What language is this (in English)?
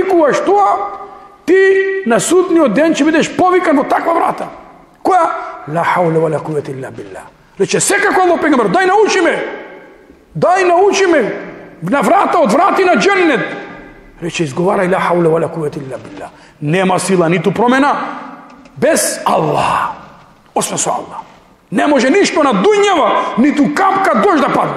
Macedonian